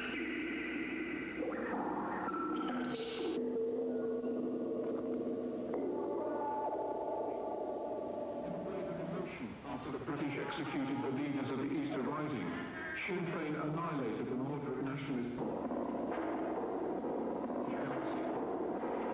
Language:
English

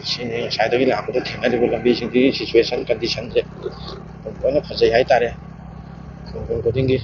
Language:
Manipuri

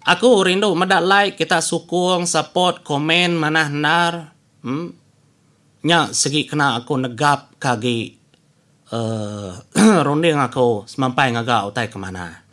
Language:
Iban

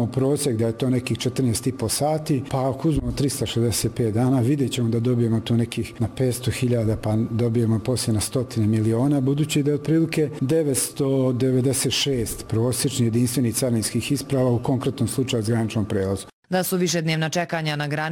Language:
Bosnian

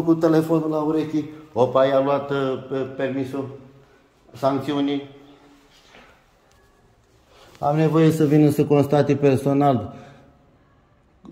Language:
Romanian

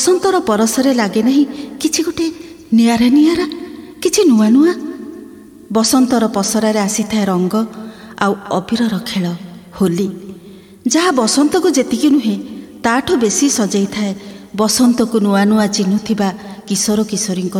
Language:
Odia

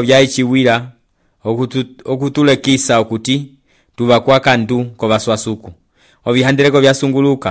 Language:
Umbundu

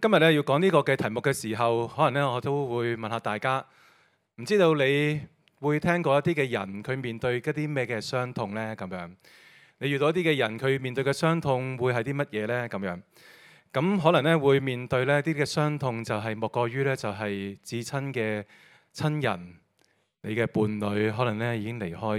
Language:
Cantonese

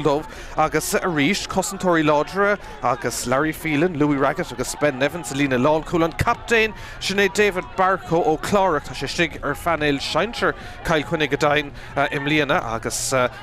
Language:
Irish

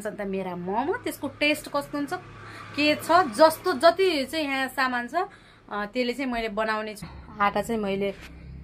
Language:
Nepali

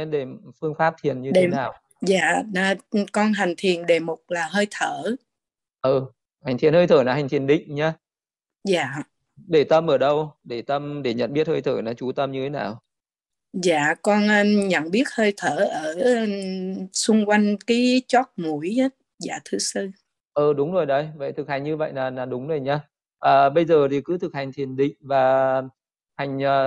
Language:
Vietnamese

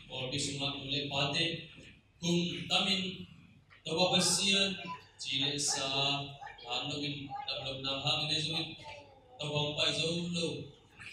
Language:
Tedim Chin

